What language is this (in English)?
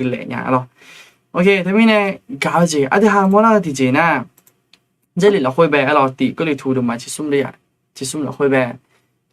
Akha